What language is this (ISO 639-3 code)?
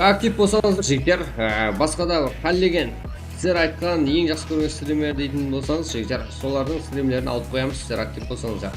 kaa